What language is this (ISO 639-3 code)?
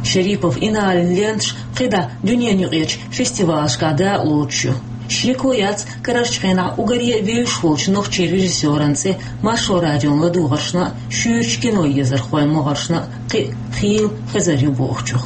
che